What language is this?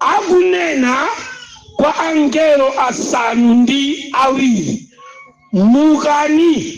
Nyanja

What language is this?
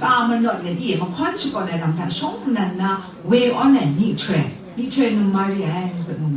Kachin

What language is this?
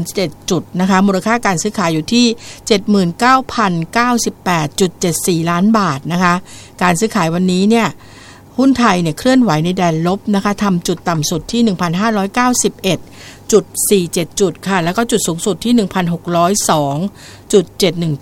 Thai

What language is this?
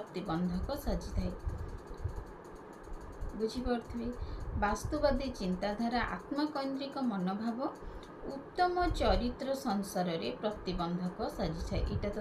Odia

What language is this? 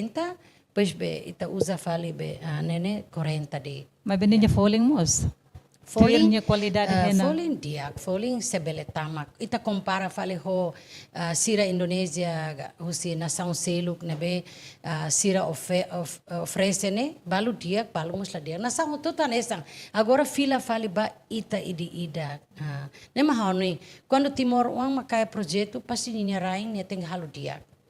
Tetum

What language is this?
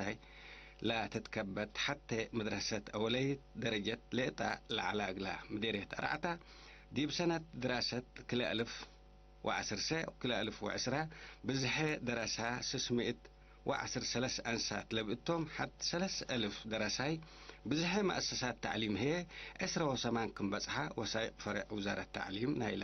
Tigre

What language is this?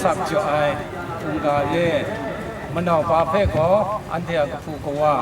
Kachin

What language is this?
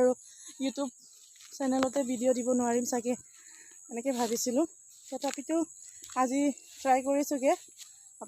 Assamese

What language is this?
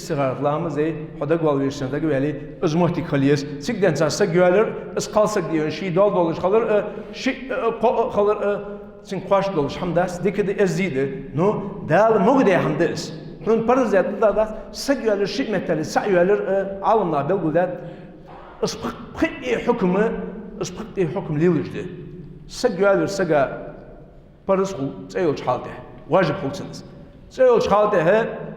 Ingush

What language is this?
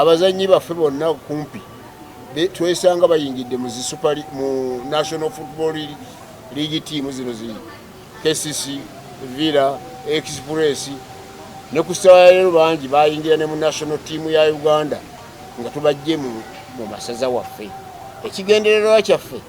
Ganda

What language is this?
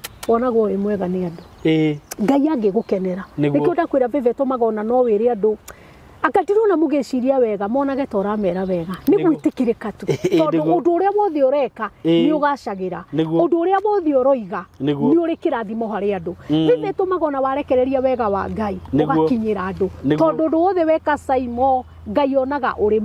Kikuyu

